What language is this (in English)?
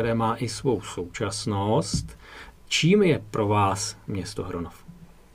Czech